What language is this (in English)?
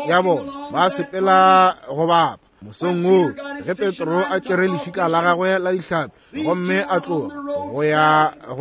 Northern Sotho